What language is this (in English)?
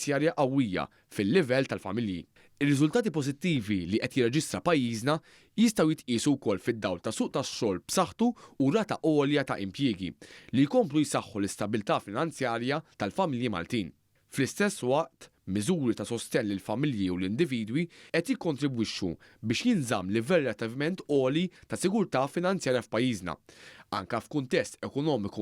Maltese